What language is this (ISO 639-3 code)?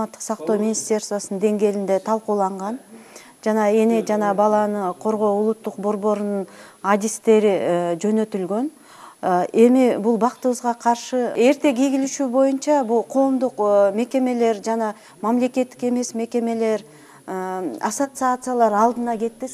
kir